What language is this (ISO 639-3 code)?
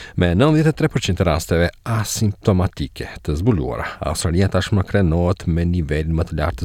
sqi